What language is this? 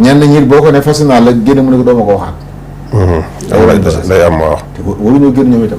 Wolof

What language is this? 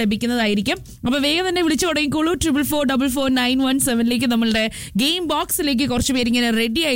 Malayalam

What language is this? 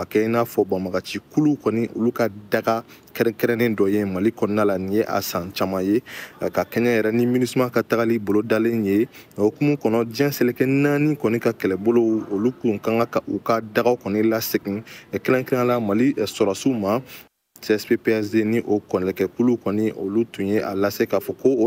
Bambara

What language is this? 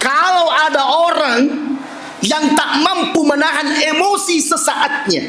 Buginese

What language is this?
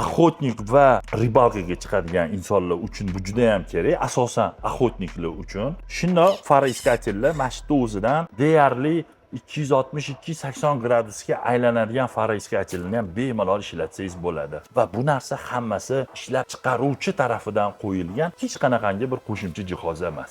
Uzbek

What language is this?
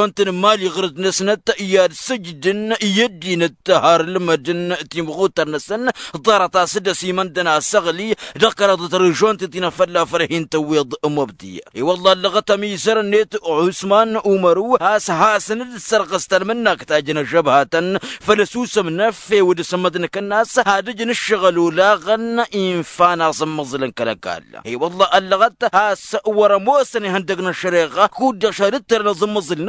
Tamasheq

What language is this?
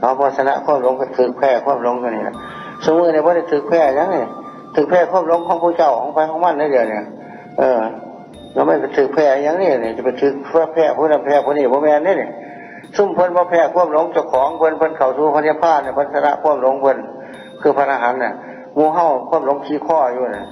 Northeastern Thai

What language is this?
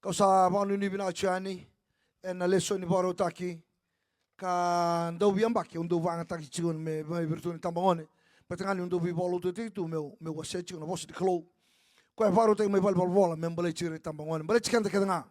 Fijian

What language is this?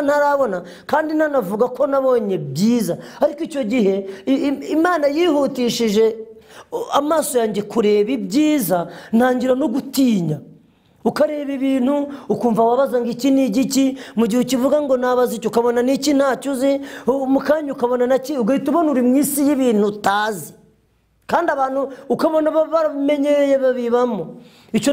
Kinyarwanda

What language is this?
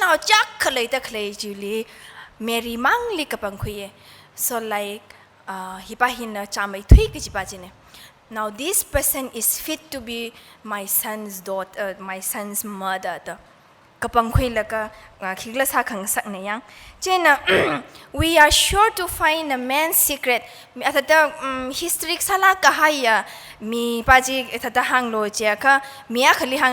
Tangkhul Naga (India)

